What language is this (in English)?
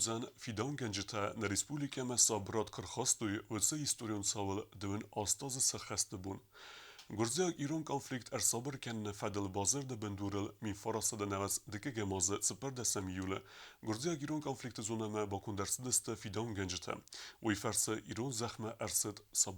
Ossetic